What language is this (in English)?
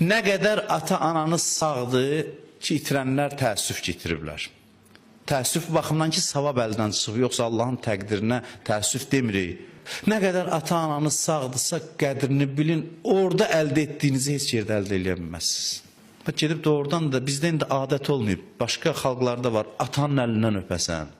Azerbaijani